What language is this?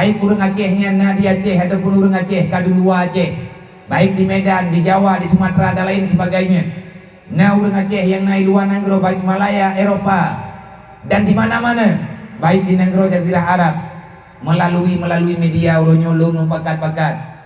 Achinese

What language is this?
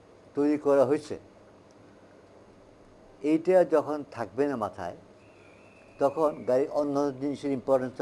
Bangla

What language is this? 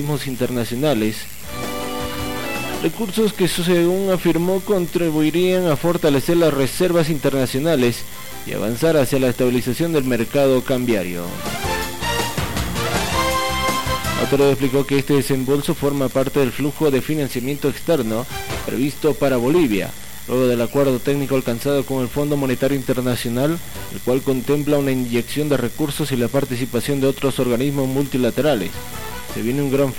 Spanish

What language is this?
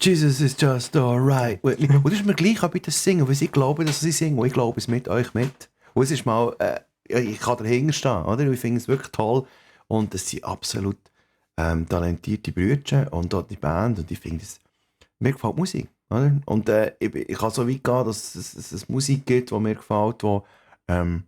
Swiss German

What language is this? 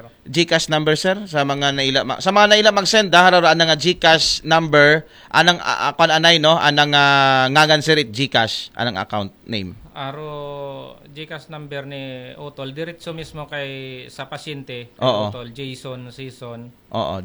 Aklanon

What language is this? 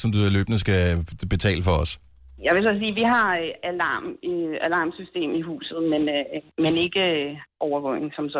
Danish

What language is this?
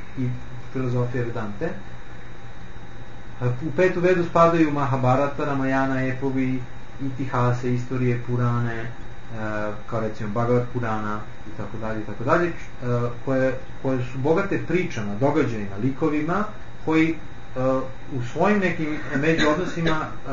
Serbian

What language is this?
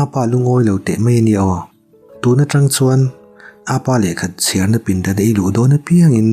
Mizo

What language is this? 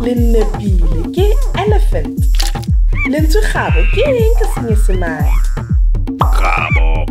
Southern Sotho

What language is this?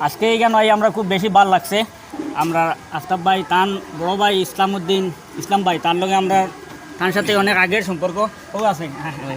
Sylheti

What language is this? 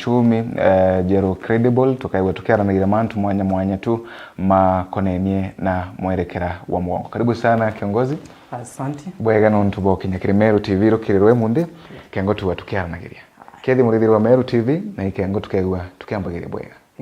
Meru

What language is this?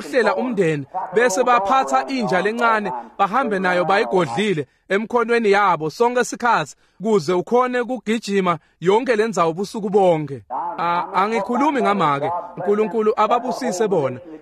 Swati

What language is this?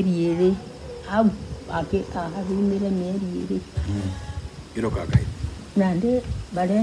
Meru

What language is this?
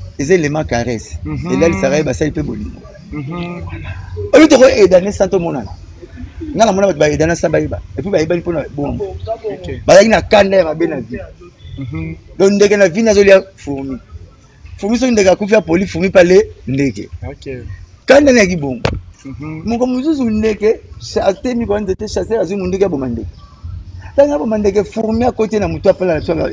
Lingala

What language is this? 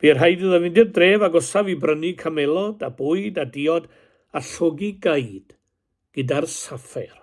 Welsh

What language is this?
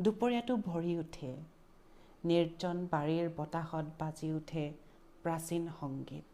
Assamese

